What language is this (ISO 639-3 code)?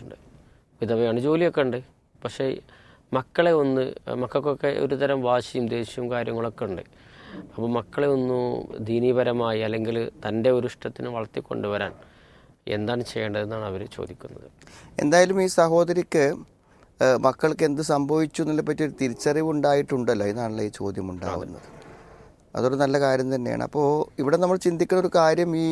mal